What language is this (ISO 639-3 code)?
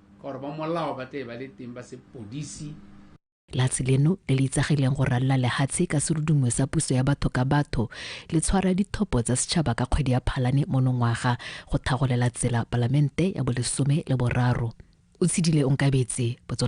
tsn